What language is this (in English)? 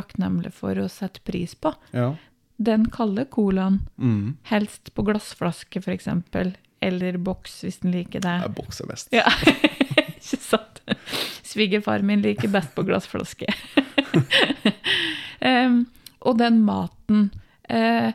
Norwegian